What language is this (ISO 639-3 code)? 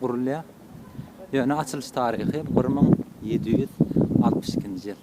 tuk